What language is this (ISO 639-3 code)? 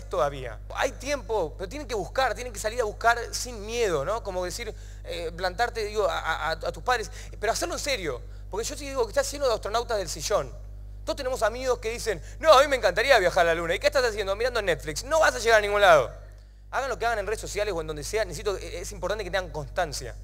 spa